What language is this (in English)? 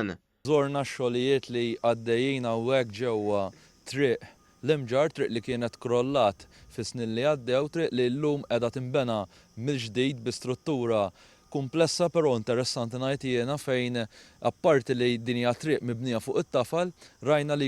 Maltese